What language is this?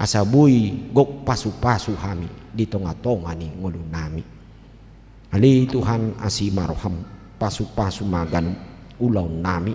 Batak Toba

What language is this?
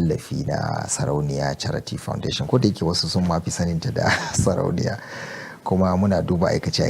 Hausa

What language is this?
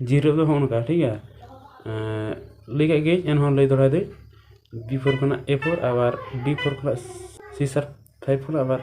Santali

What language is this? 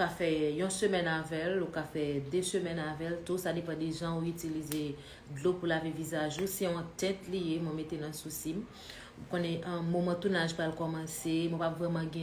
Haitian Creole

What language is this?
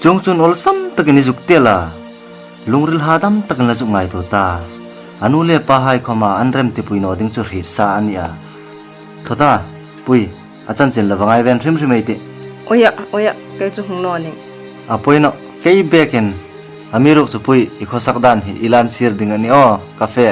Hmar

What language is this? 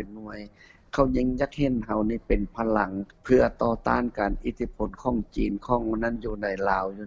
Lao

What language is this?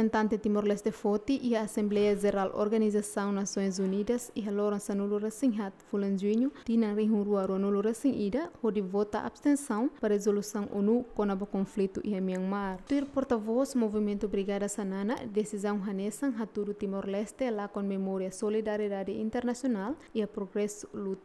Tetum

